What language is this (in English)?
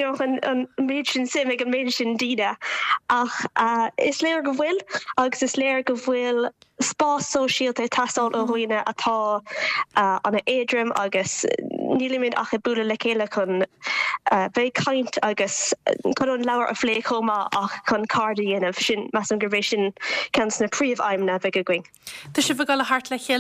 Irish